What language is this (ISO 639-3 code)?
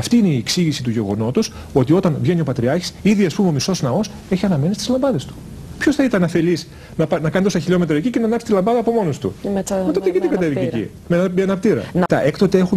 ell